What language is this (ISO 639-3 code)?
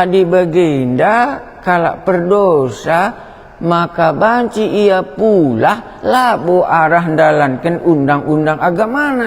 btx